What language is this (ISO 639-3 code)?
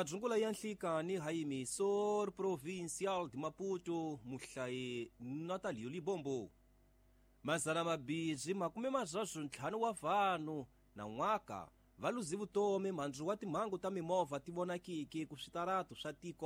tso